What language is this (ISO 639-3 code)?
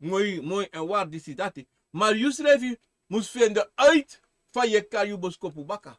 srn